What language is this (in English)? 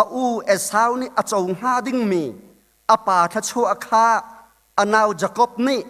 Hakha Chin